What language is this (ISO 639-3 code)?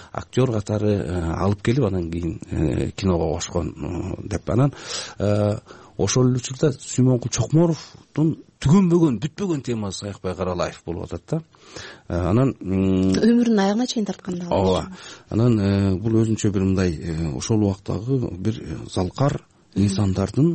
kir